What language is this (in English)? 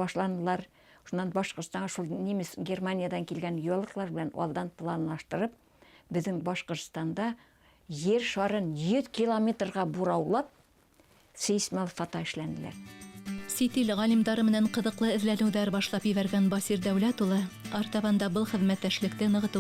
Bashkir